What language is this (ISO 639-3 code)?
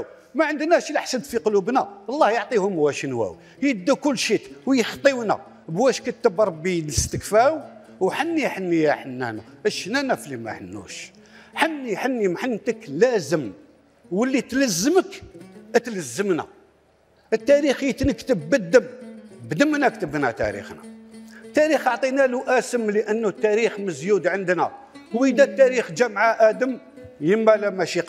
arq